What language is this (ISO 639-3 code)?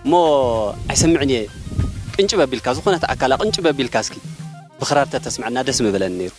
tir